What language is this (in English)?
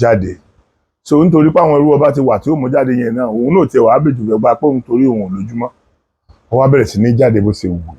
Yoruba